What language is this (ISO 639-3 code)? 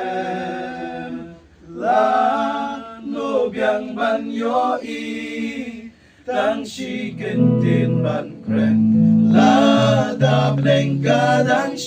kha